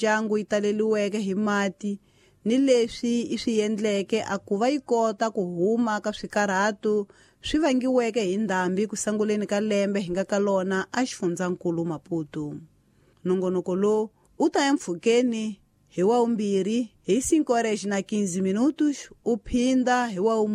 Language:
Tsonga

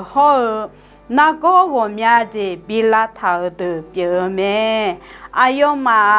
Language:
Akha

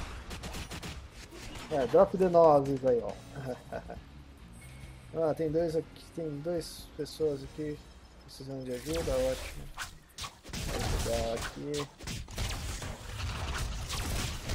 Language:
Portuguese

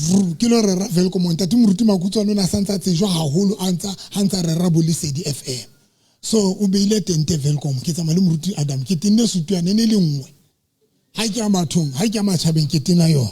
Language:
Southern Sotho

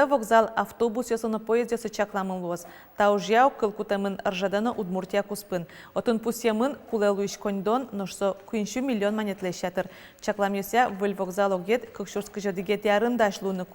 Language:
Udmurt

